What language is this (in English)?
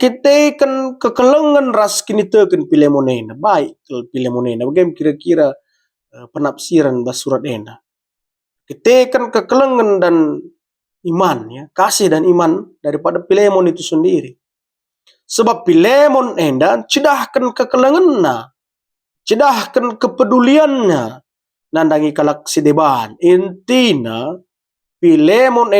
Batak Karo